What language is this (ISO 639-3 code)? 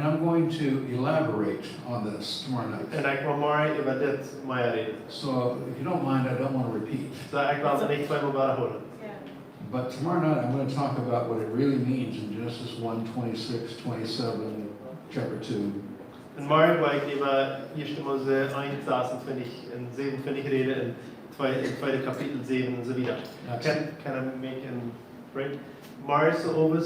pdt